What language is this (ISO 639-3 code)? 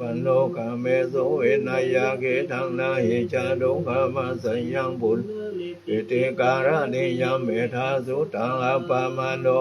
pli